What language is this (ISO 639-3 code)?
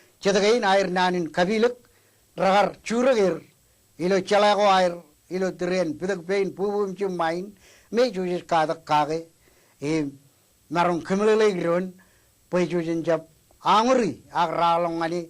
mah